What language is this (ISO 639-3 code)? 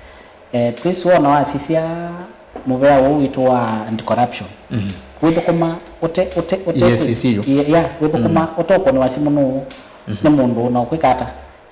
kam